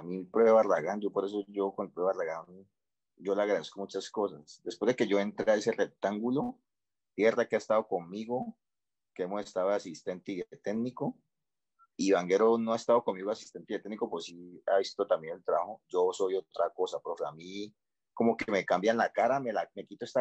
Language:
Spanish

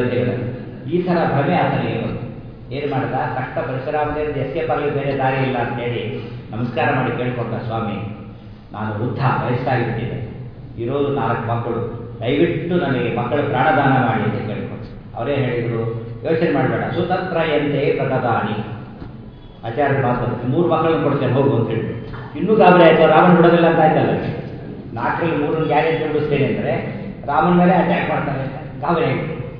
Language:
Kannada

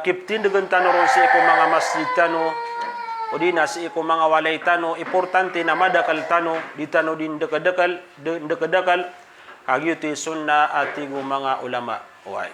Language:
Maranao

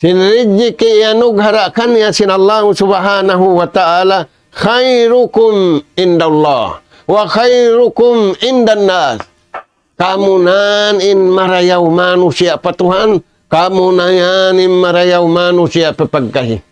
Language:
Tausug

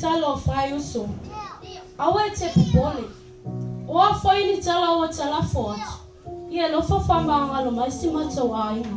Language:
Samoan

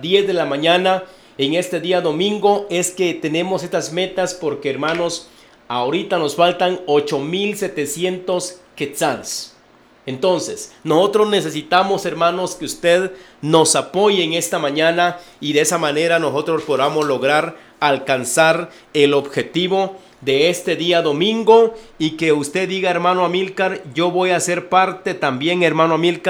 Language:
Spanish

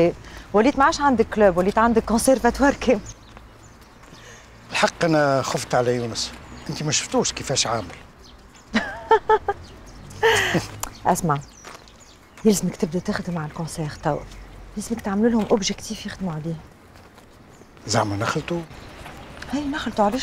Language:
Tunisian Arabic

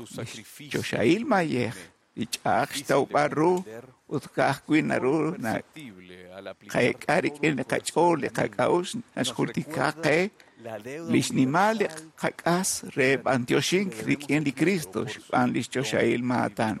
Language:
Kekchí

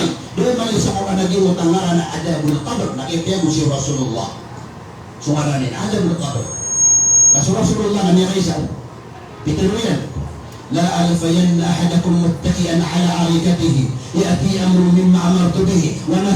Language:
Maranao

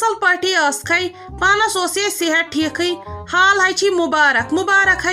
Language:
Kashmiri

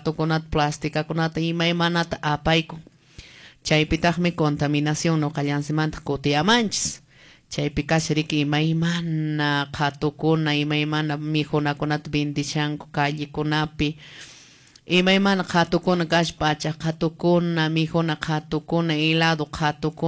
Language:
Quechua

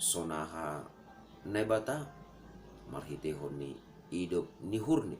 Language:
Batak Simalungun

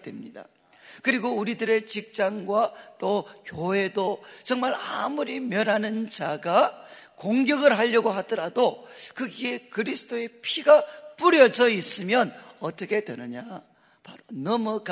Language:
Korean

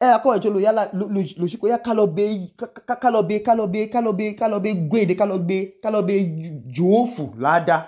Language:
Idoma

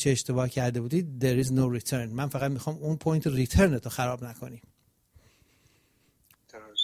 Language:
Persian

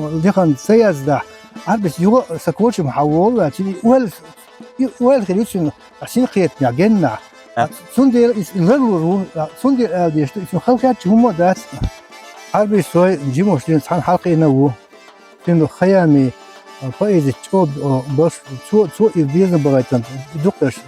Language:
Chechen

